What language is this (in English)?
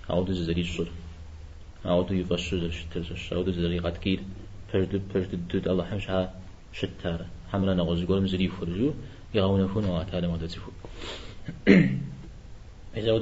Kabardian